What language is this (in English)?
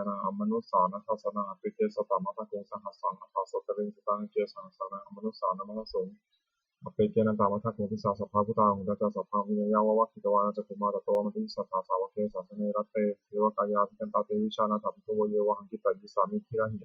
Pali